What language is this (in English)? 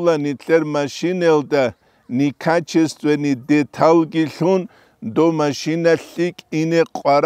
Avaric